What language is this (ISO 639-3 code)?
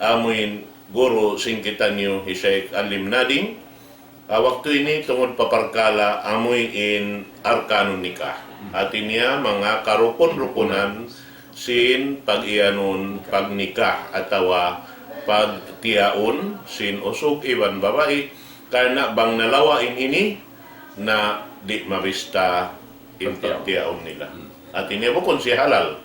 tsg